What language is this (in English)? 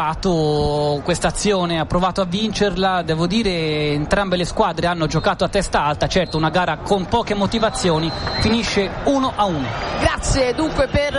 Italian